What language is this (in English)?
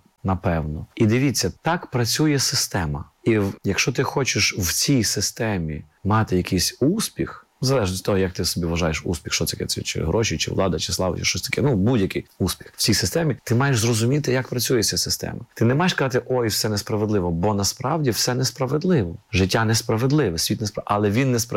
Ukrainian